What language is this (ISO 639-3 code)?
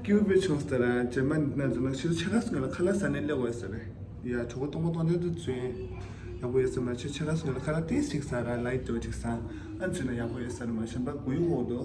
bod